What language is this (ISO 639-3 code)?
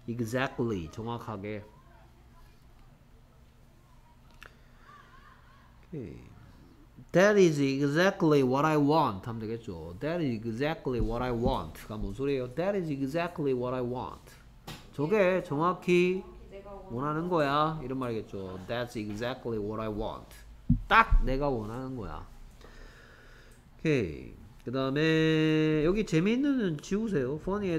kor